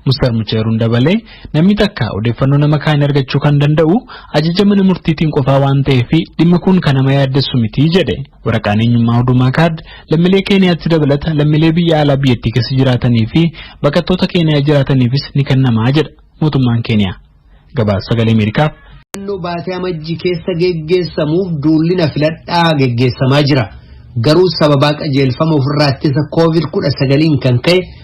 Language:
Oromo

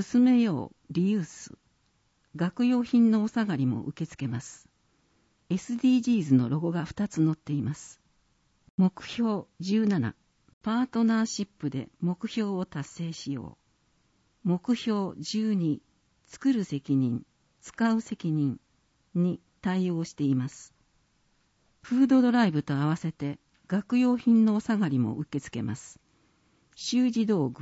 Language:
Japanese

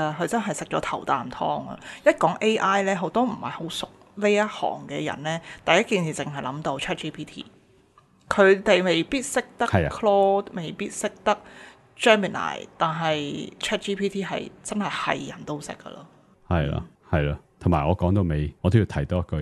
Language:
Cantonese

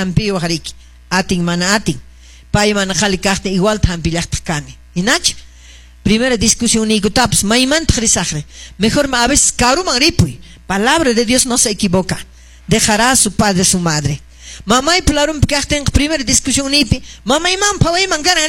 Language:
Quechua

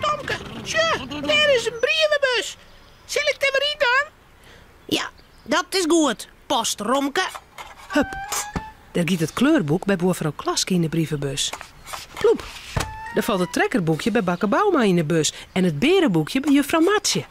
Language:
Western Frisian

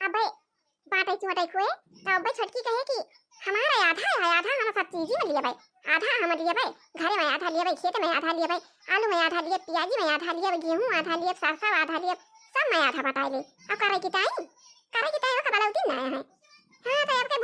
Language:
Awadhi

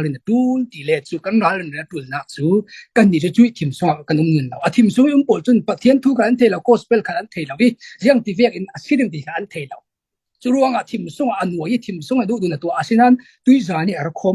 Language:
Falam Chin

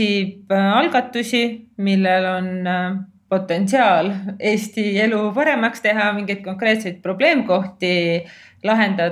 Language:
Estonian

